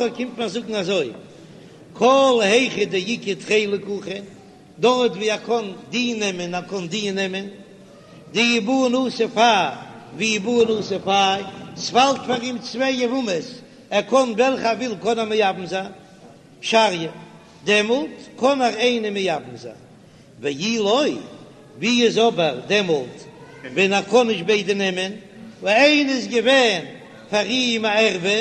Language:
Yiddish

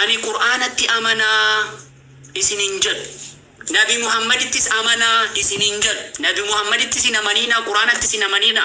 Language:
Oromo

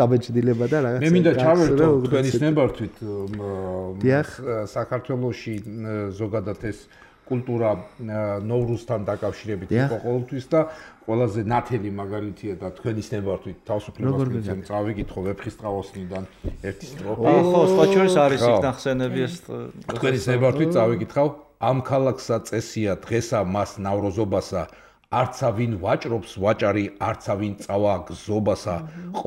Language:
Georgian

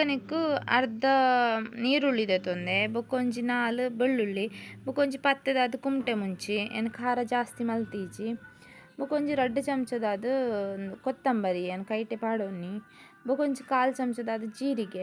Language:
Tulu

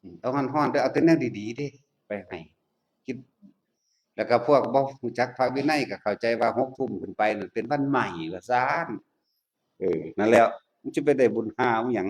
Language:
Northeastern Thai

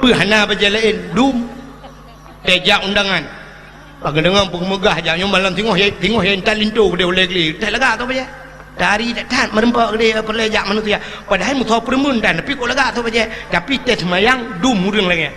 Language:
Achinese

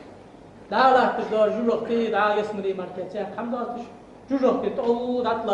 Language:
Ingush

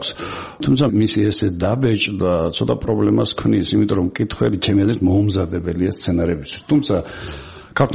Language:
Georgian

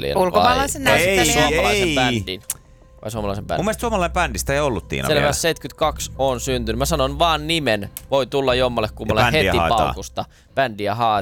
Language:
Finnish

